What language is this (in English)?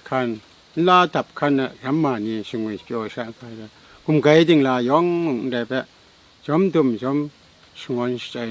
Kachin